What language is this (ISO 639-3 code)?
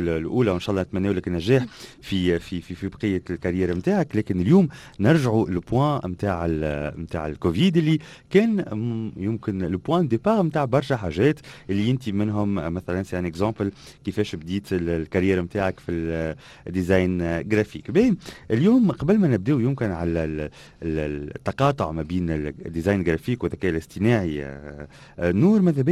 aeb